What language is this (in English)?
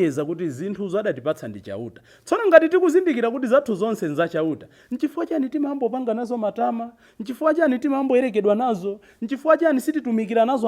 Nyanja